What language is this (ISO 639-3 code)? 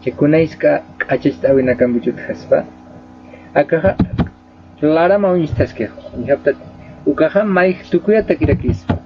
aym